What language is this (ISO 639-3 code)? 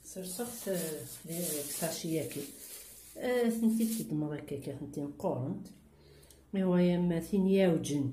kab